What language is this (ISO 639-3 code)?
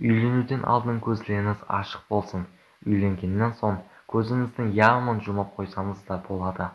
kaa